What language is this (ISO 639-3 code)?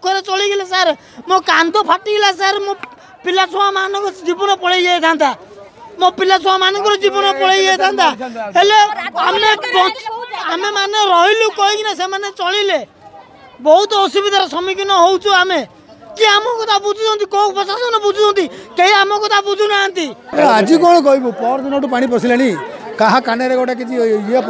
ori